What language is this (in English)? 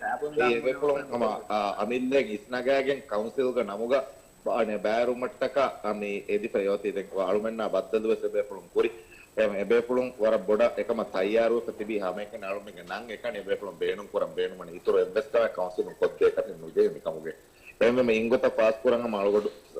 Divehi